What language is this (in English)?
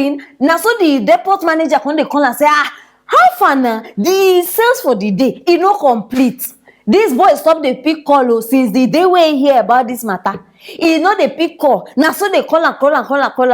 Nigerian Pidgin